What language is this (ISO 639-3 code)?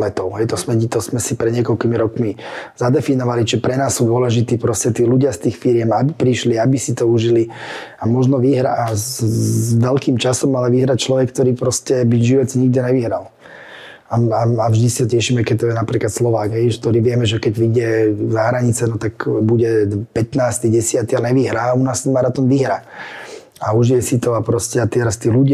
slk